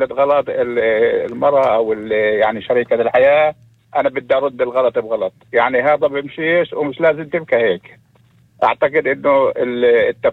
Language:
North Levantine Arabic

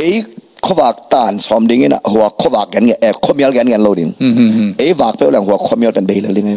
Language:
Tedim Chin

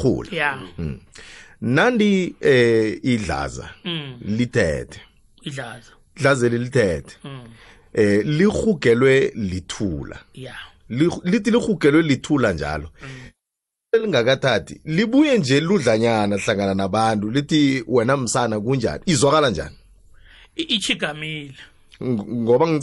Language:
South Ndebele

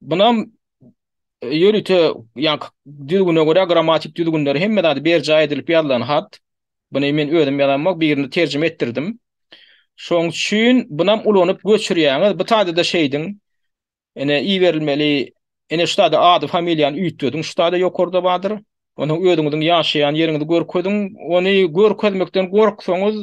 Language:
Turkmen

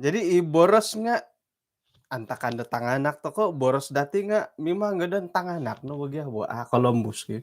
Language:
Central Dusun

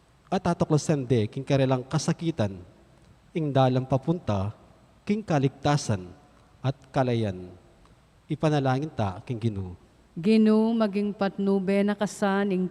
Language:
Pampanga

